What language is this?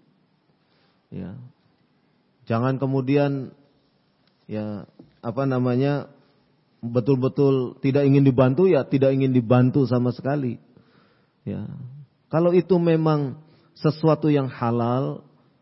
Indonesian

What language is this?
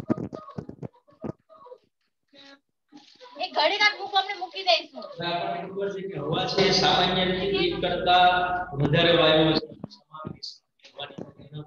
Gujarati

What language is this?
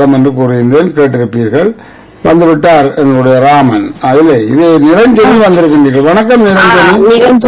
Tamil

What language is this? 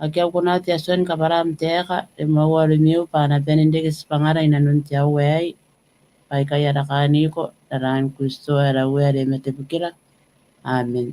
Gilbertese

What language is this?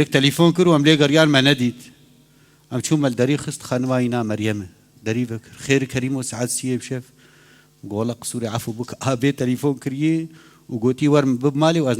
Kurdish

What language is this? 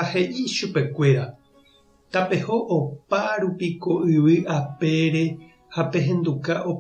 Guarani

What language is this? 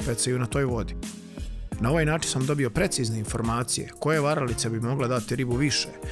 Serbian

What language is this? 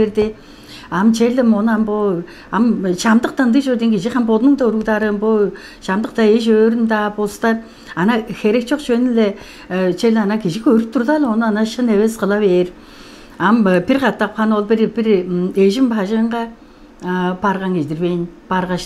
Tuvinian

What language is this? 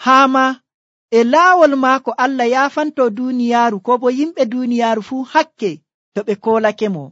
Nigerian Fulfulde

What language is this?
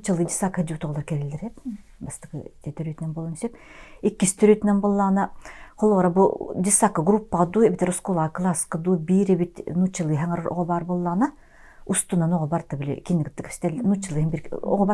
Yakut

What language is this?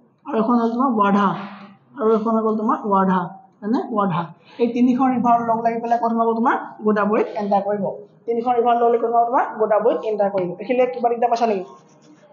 Assamese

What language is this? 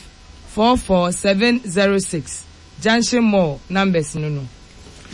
Akan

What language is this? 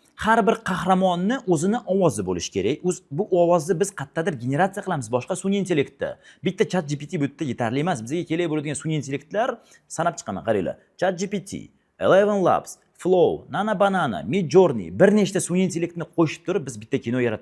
Uzbek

